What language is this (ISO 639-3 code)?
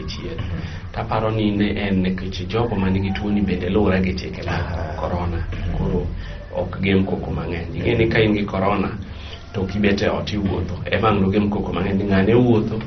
luo